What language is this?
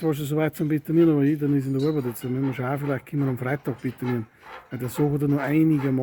Bavarian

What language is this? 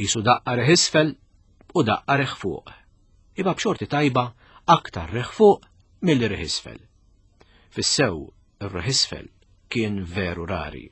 Maltese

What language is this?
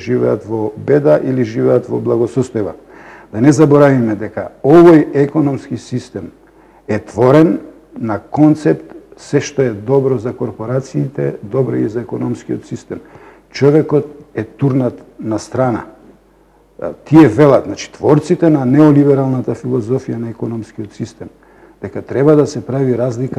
Macedonian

